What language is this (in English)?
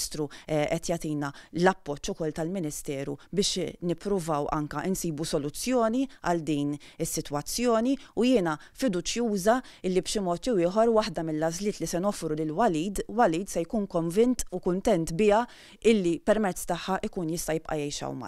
Maltese